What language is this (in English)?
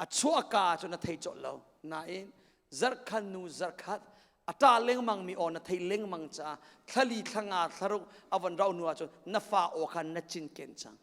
Hakha Chin